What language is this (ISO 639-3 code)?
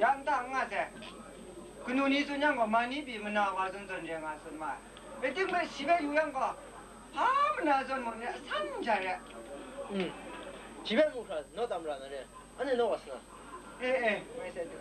kac